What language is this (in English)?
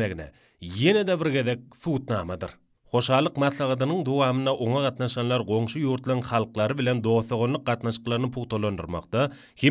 Turkmen